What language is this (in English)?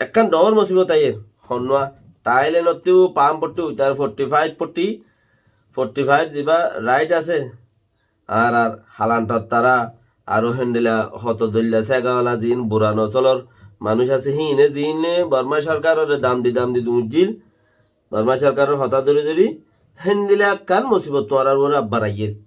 Rohingya